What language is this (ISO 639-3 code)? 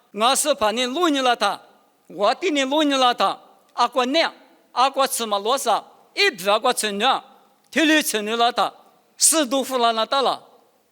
lis